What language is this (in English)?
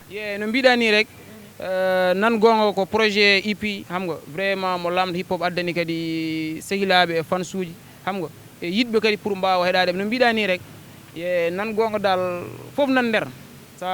Fula